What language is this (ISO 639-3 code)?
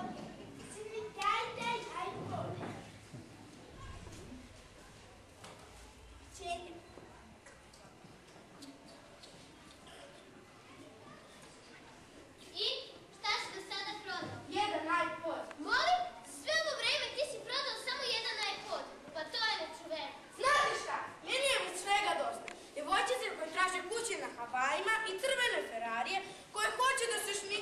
srp